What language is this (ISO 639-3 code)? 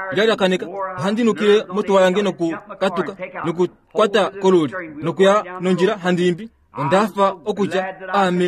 kua